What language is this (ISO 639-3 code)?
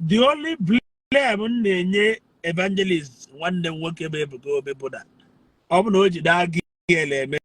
ibo